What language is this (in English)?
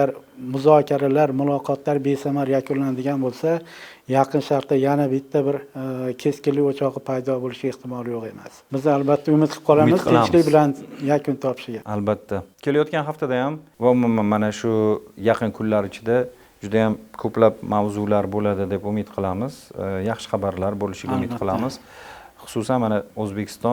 Uzbek